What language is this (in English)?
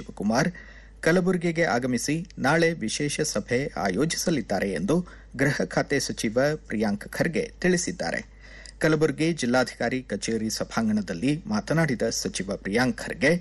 Kannada